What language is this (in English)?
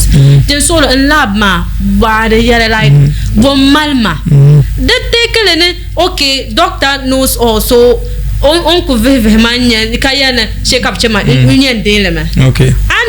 Dagbani